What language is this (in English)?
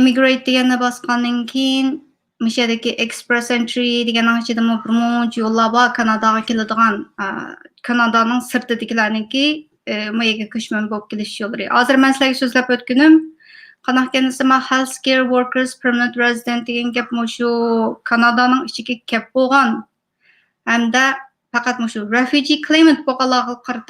Uyghur